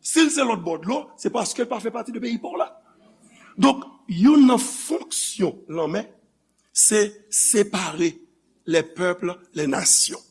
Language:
Haitian Creole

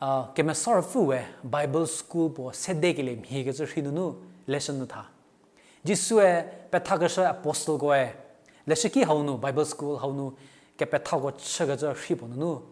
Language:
Angami Naga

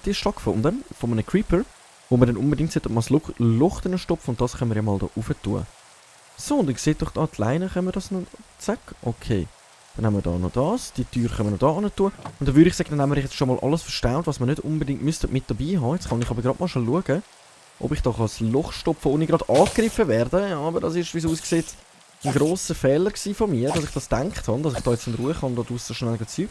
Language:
Swiss German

